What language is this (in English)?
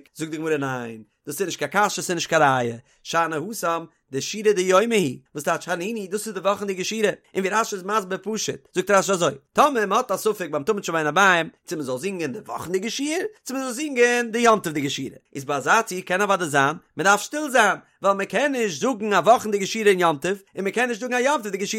Yiddish